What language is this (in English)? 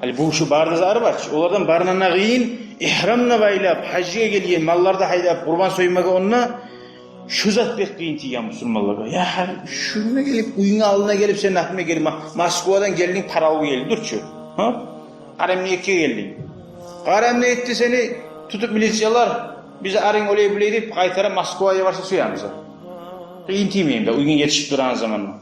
Kumyk